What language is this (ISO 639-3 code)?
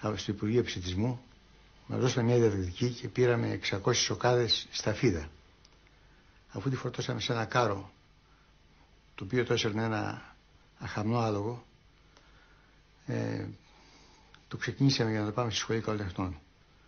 ell